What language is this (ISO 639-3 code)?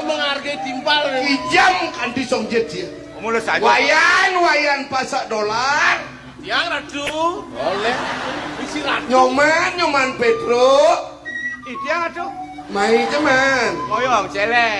ban